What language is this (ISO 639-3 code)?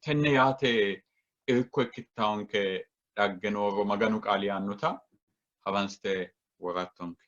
sid